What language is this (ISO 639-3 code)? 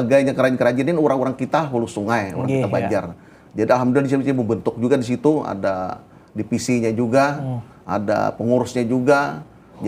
bjn